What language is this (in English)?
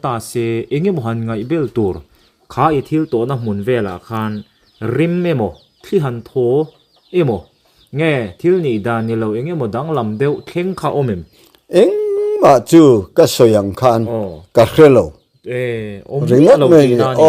Mizo